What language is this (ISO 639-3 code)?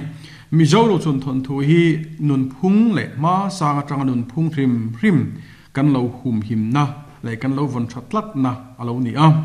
lus